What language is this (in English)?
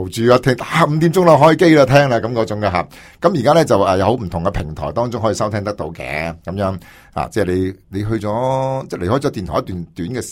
Cantonese